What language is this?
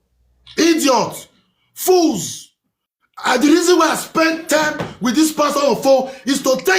Nigerian Pidgin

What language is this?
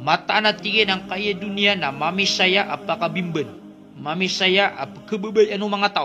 Maranao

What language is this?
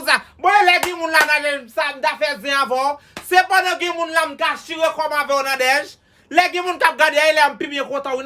Haitian Creole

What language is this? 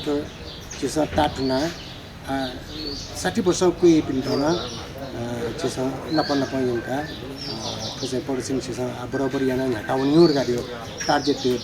Newari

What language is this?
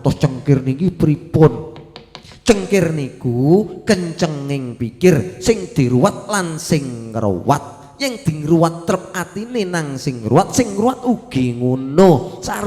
Javanese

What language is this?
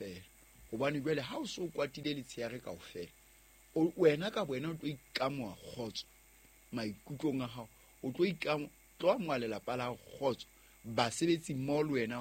Southern Sotho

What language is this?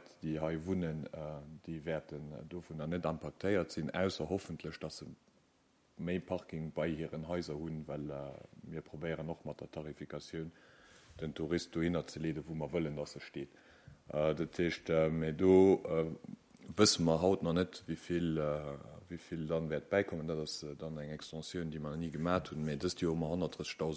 Luxembourgish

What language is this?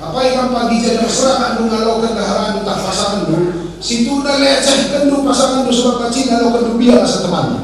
Batak Karo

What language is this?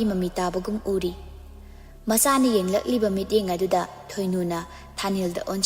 Manipuri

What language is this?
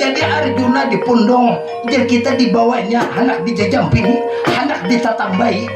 Banjar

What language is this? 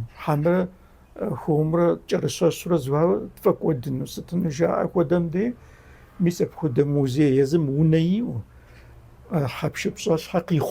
Kabardian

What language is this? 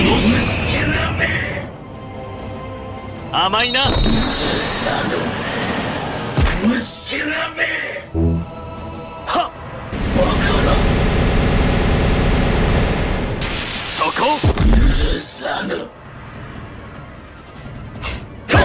Japanese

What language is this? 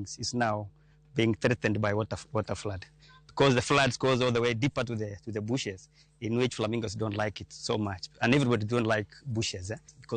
Luo (Kenya and Tanzania)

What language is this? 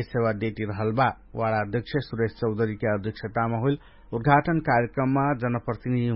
Dangaura Tharu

